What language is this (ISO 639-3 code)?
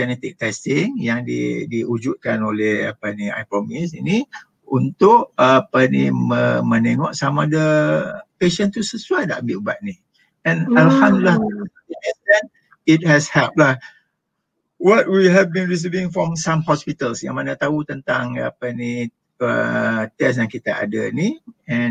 msa